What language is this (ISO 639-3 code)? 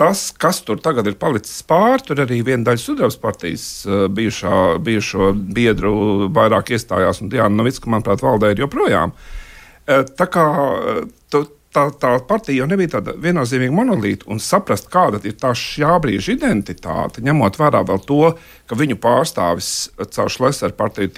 lav